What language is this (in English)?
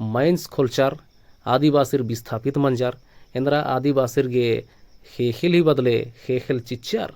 Kurukh